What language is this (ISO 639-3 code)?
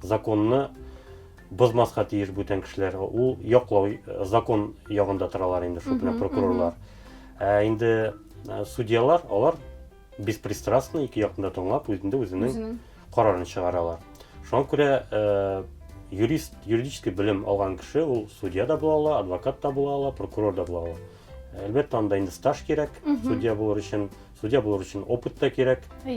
tat